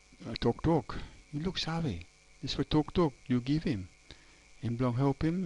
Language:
Tok Pisin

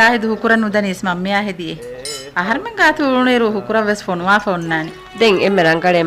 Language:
Divehi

